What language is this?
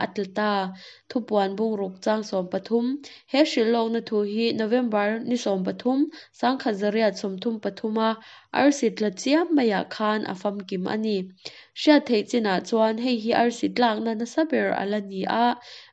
Mizo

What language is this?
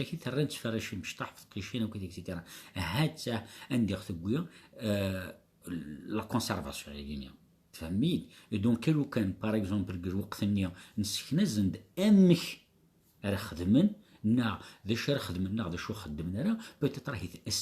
Kabyle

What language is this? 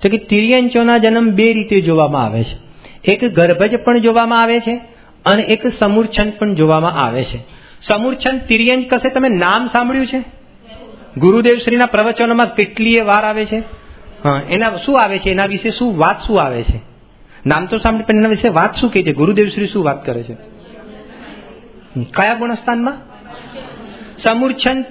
Gujarati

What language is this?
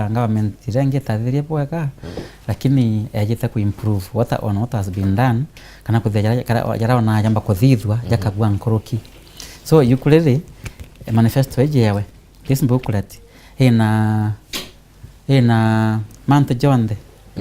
Meru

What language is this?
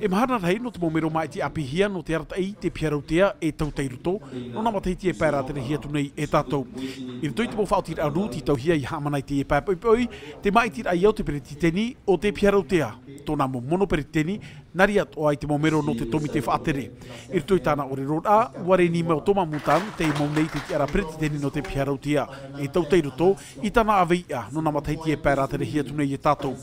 Tahitian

